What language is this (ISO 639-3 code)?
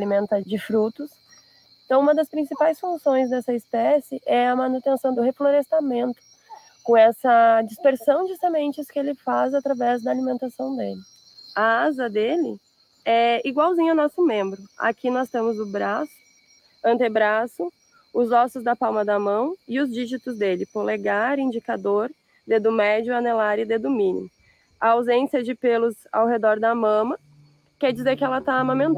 por